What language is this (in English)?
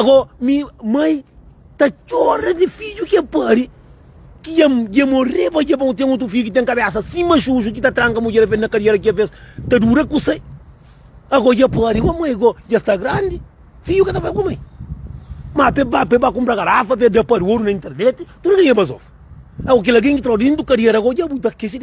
Kabuverdianu